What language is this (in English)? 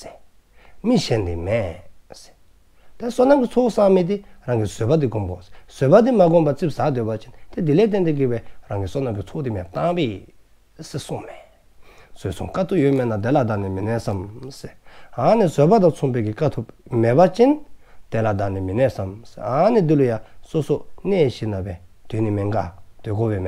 Dzongkha